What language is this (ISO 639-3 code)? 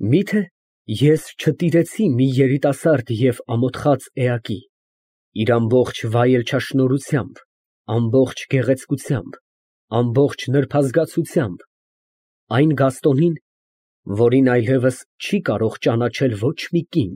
hye